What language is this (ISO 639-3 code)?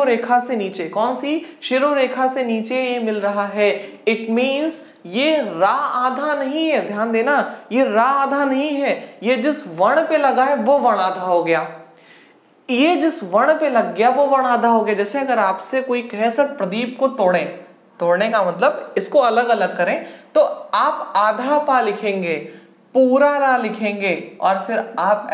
hin